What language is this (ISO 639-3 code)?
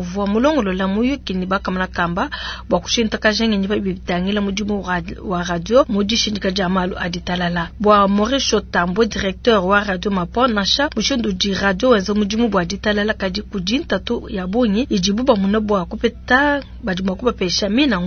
lua